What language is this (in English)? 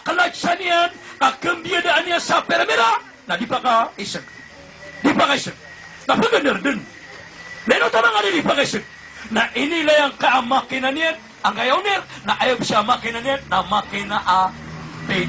Maranao